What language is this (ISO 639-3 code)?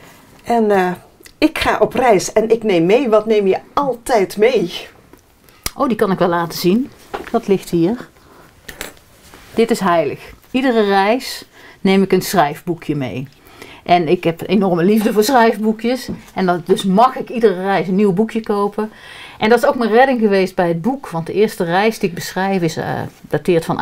nld